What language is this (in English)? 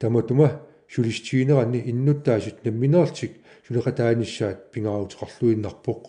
Kalaallisut